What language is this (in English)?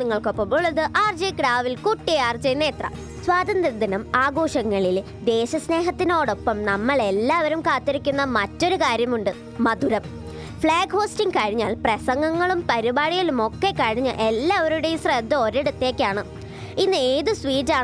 Malayalam